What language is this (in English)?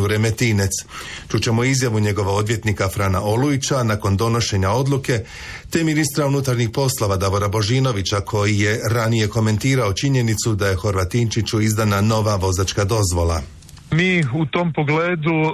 Croatian